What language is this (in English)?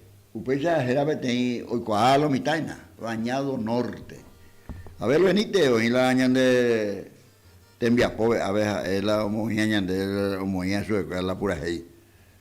Guarani